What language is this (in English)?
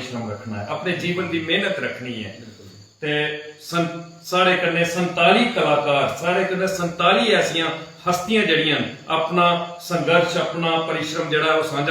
Dogri